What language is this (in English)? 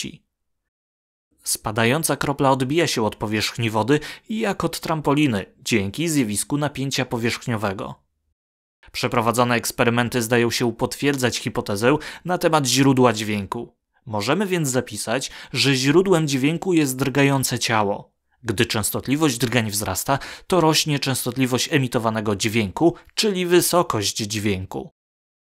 Polish